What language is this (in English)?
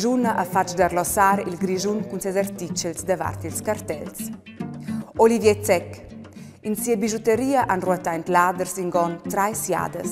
Romansh